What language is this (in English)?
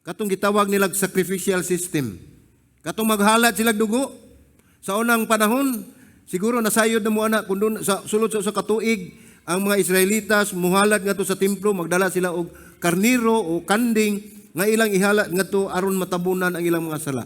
Cebuano